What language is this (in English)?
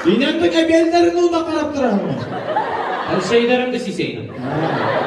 Bashkir